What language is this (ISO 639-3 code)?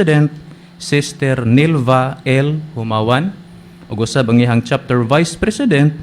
ceb